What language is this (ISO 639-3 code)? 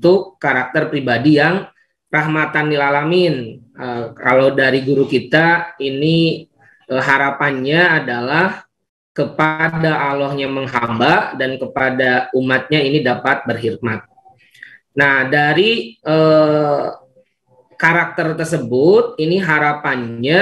ind